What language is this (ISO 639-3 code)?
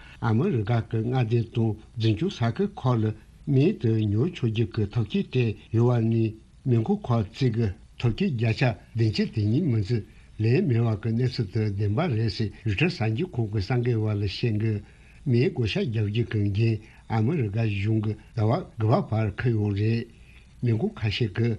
bod